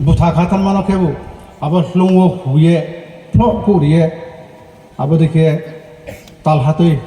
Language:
Riang (India)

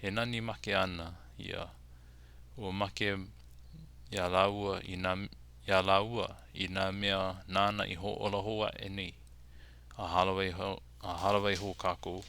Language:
Hawaiian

